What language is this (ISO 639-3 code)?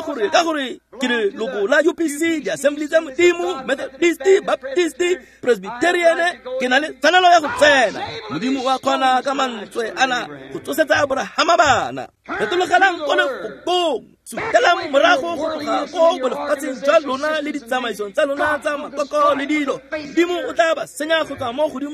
tsn